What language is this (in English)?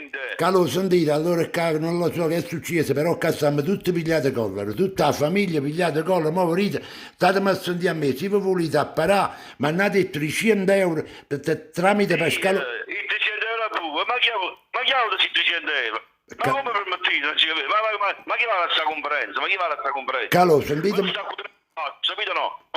Neapolitan